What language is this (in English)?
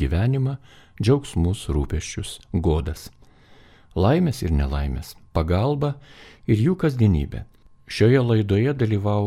Lithuanian